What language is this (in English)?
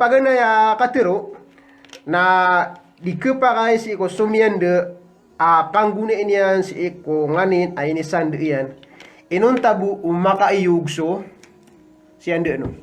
Maranao